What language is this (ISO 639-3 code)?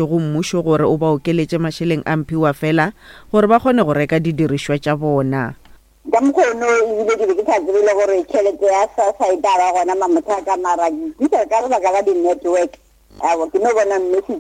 nso